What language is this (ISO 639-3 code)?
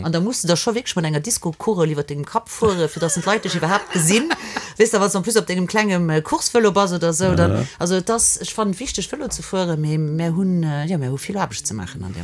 ltz